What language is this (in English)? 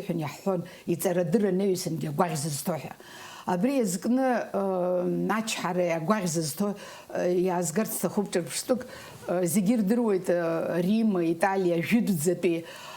Abkhazian